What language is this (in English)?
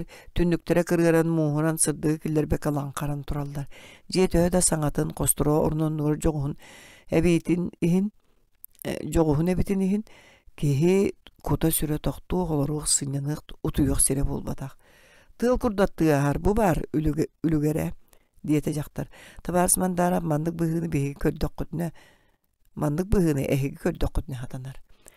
Yakut